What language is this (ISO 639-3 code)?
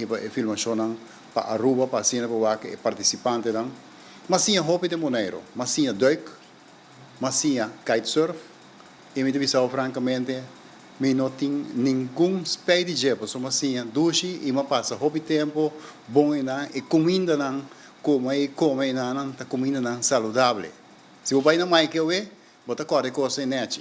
pap